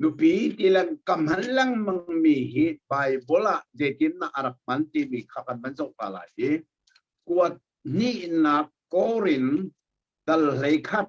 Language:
Hakha Chin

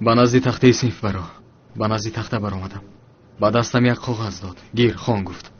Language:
Tajik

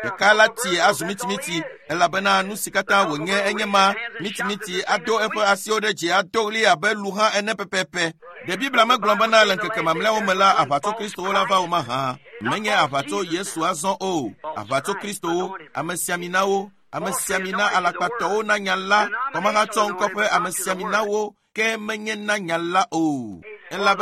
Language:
Ewe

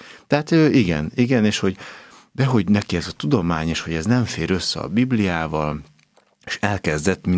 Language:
Hungarian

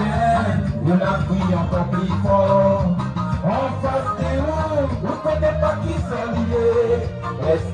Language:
Réunion Creole French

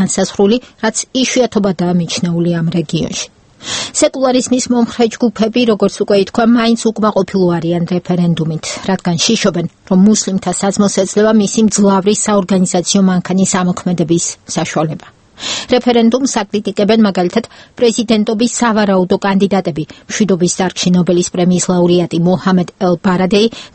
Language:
Georgian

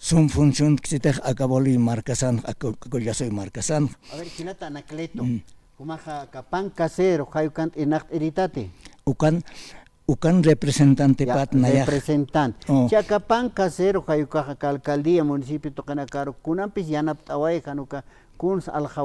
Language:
Aymara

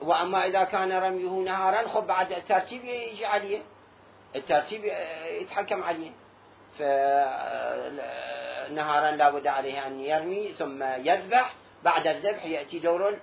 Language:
Mesopotamian Arabic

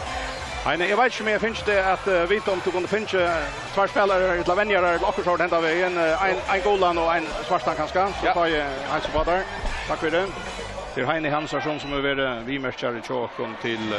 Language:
Faroese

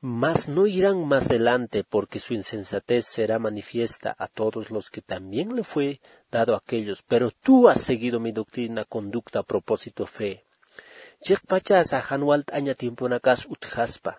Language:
Aymara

